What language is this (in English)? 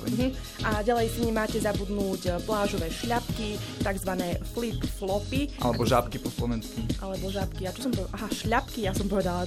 Slovak